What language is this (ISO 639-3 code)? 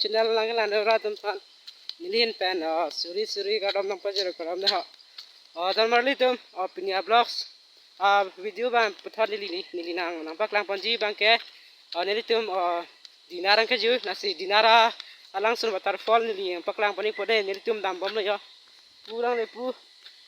mjw